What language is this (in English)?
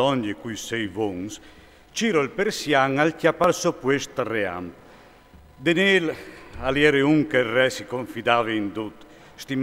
Friulian